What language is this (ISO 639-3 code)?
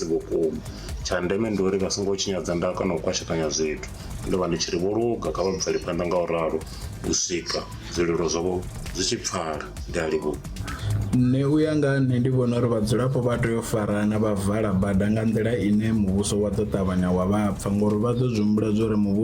ven